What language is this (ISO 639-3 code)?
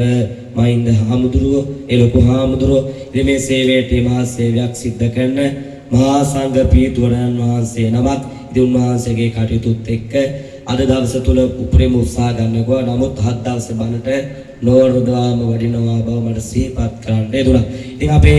sin